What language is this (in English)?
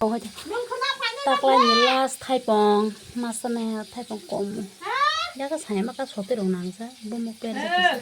Kok Borok